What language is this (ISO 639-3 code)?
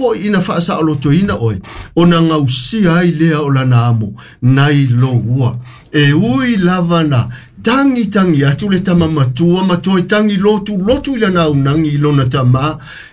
smo